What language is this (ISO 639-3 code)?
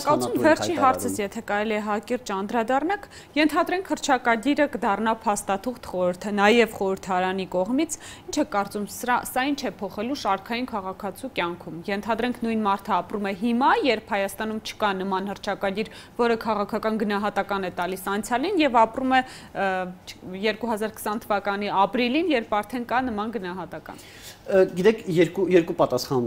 hye